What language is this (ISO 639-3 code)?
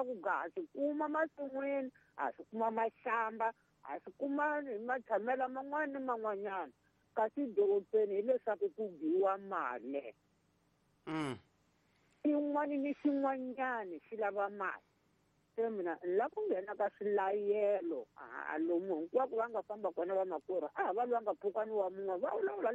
tso